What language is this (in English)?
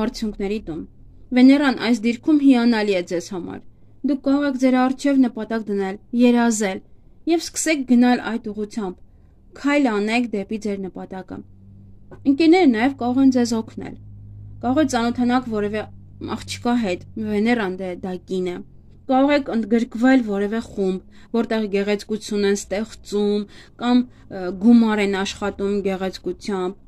Armenian